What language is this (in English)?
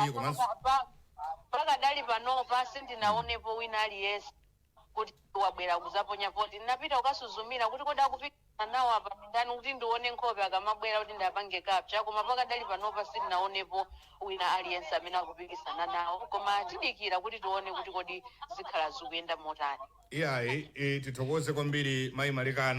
Nyanja